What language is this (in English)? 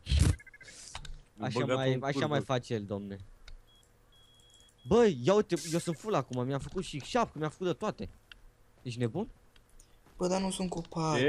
Romanian